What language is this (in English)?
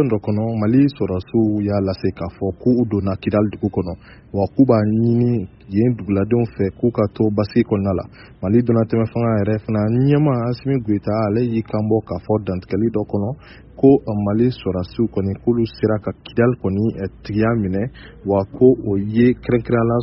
Bambara